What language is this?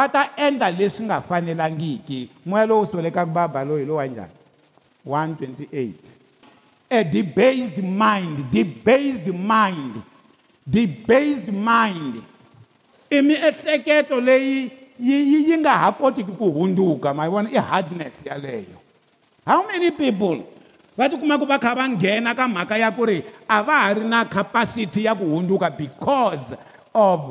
Tsonga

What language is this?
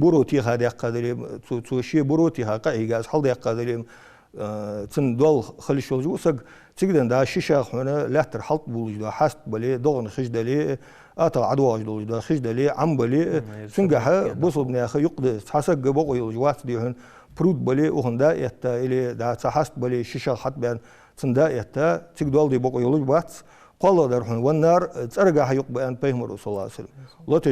Ingush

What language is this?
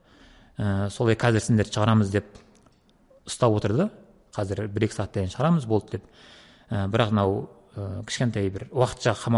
Kazakh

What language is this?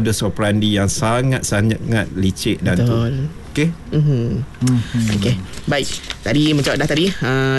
Malay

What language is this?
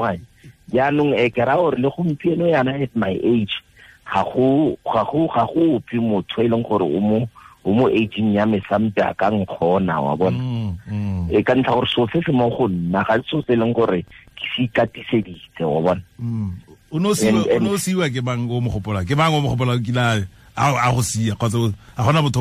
Tswana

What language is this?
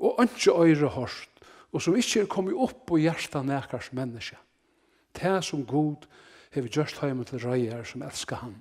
Faroese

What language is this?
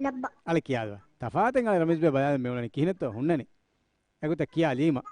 Divehi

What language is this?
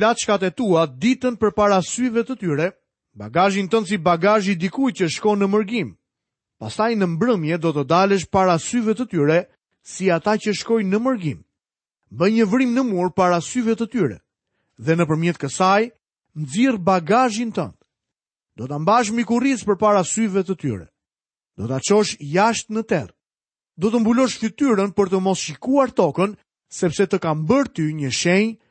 Albanian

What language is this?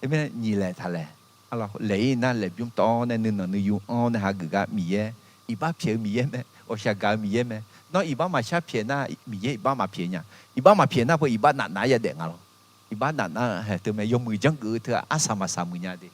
Akha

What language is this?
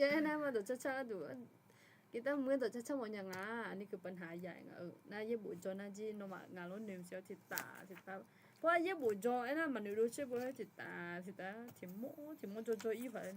Akha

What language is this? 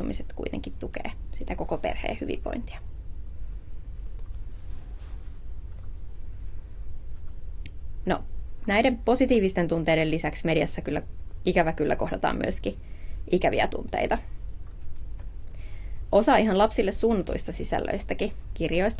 Finnish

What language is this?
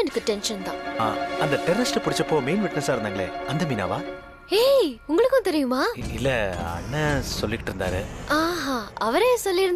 Tamil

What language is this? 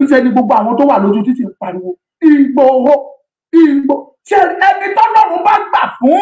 Yoruba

